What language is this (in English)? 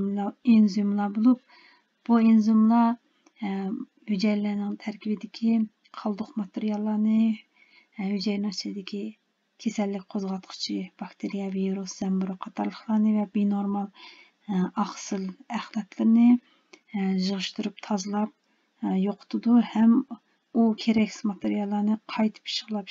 Uyghur